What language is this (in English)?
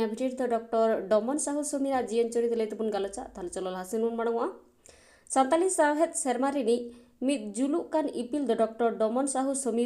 Santali